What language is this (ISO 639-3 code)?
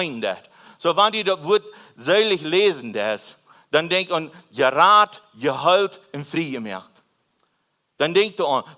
pdt